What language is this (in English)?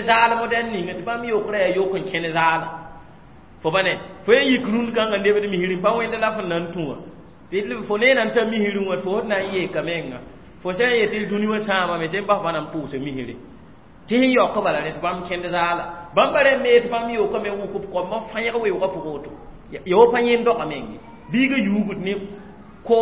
Mossi